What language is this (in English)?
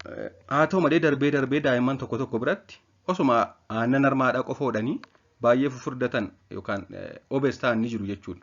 Oromo